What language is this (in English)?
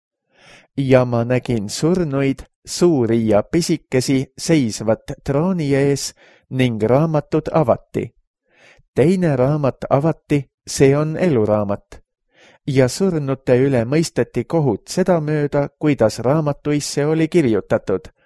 Estonian